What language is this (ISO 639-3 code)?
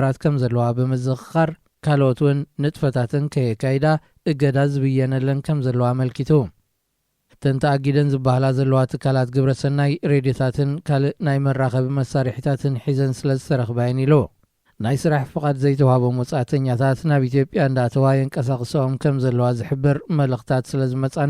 tir